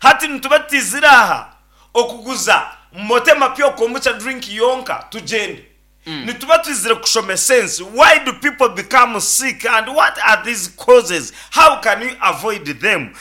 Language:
Nyankole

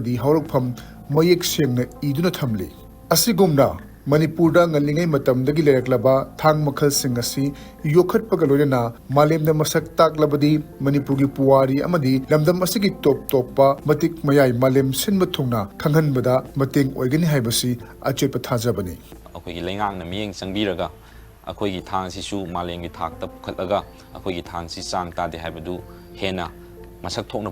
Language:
Manipuri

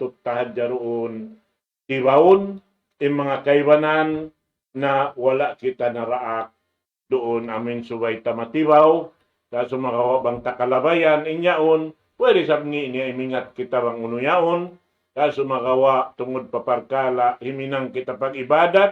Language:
Tausug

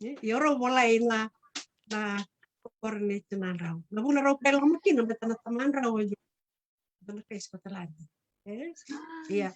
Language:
Fijian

